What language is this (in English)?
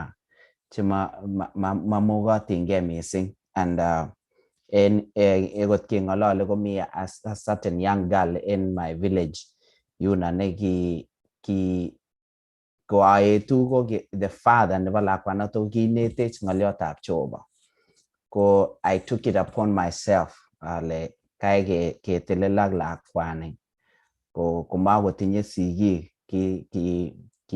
Kalenjin